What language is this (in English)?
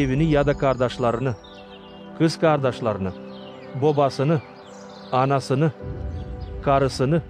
Gagauz